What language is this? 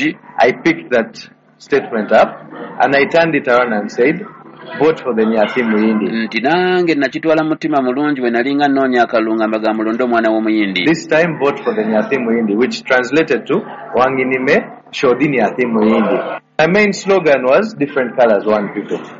Ganda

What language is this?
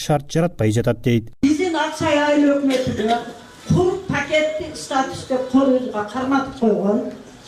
Kyrgyz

